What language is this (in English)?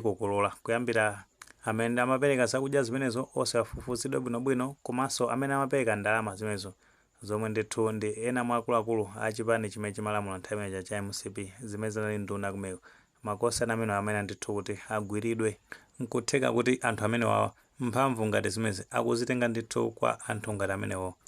Nyanja